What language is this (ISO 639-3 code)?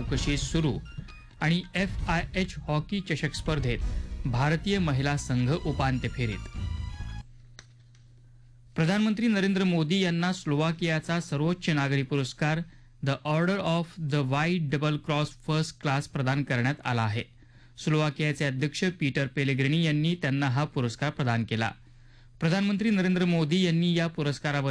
mar